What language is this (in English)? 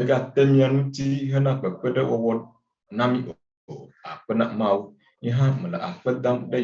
Ewe